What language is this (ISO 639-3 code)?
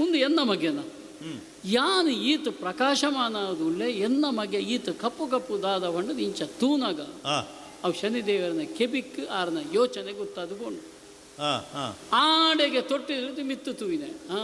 tcy